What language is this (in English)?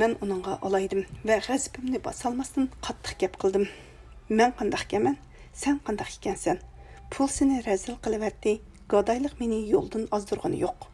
Uyghur